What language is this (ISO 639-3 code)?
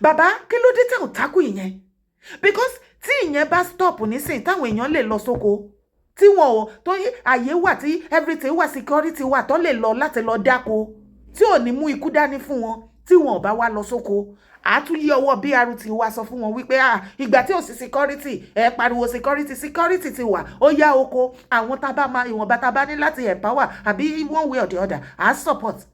yor